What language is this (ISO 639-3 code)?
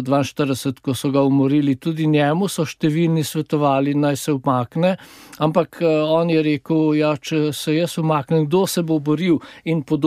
slv